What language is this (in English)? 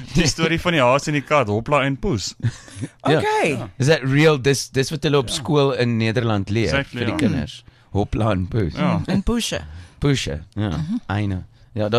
Afrikaans